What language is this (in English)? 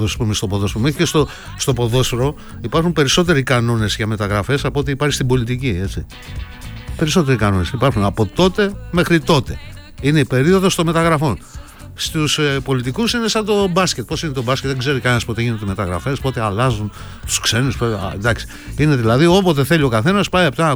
Greek